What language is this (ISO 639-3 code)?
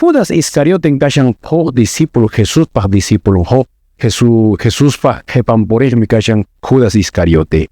que